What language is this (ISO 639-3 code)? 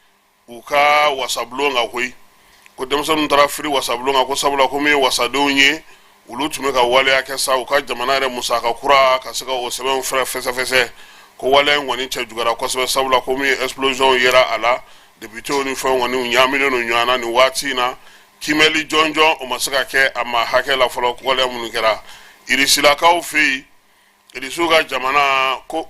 bam